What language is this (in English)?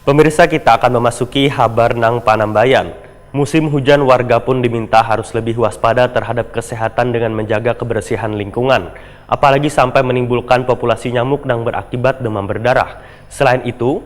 Banjar